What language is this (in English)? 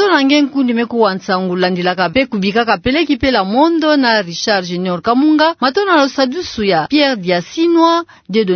Kituba (Democratic Republic of Congo)